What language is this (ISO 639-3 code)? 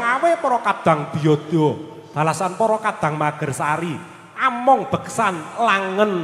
jav